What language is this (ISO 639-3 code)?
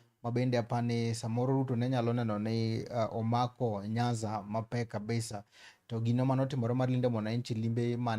luo